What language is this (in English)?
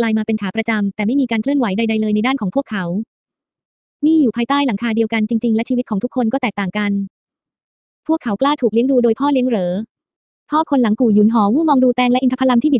Thai